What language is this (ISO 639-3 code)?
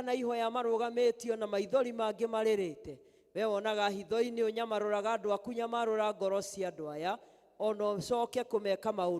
kik